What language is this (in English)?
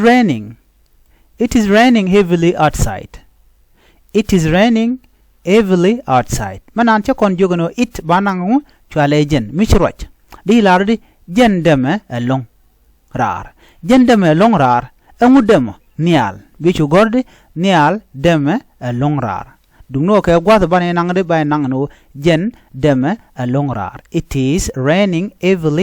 Nuer